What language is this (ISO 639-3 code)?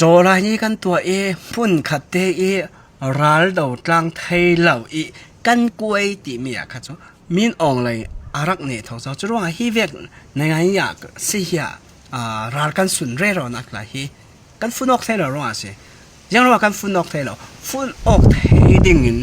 cfm